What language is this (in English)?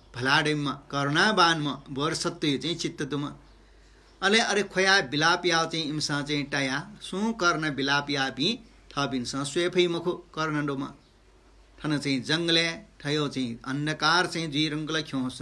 Newari